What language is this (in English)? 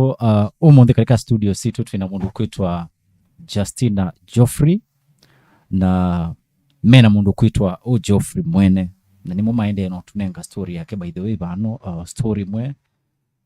Kamba